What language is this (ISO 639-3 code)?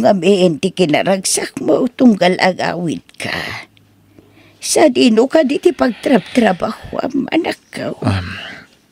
ilo